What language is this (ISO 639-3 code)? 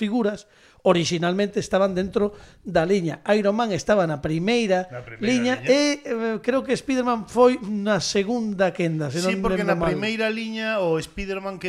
glg